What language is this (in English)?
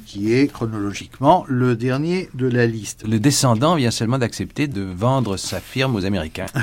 French